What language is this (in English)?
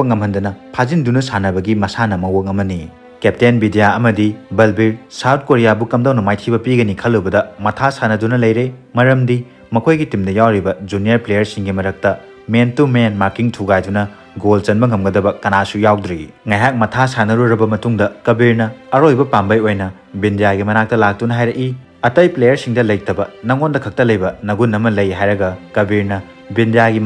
Manipuri